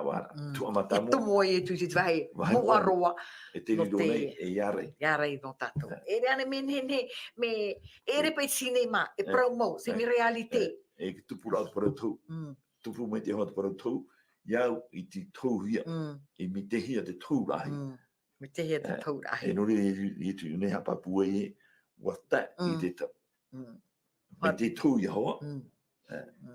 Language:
Tahitian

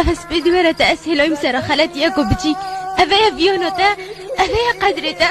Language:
Kurdish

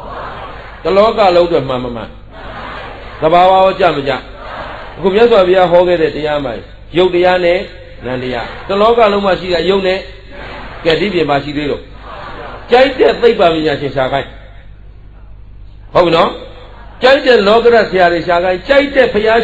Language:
Burmese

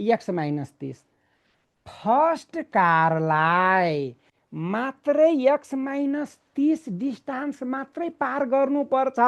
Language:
Nepali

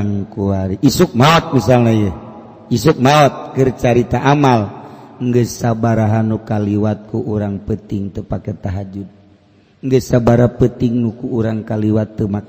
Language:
Sundanese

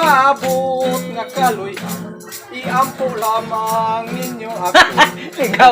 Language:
Cebuano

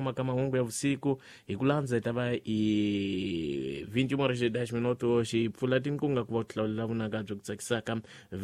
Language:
Tsonga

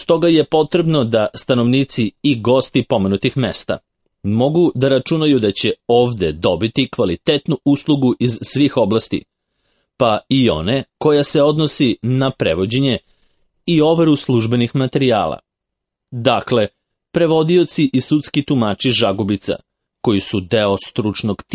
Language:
Serbian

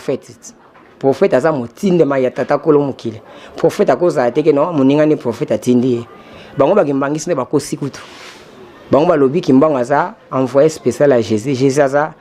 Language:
Lingala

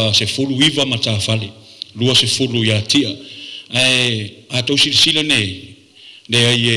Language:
Samoan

